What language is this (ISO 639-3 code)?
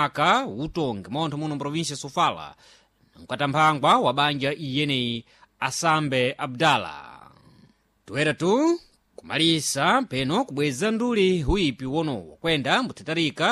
seh